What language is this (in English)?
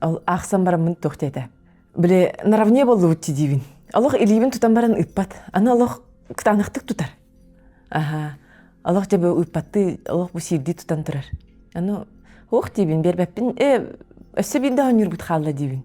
Yakut